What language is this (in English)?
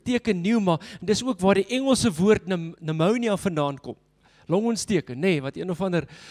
Afrikaans